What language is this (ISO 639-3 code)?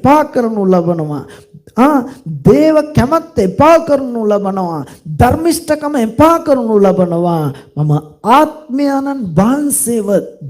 sin